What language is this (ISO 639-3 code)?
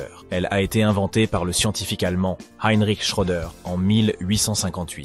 fra